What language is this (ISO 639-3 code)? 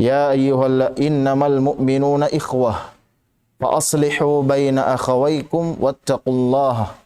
tsg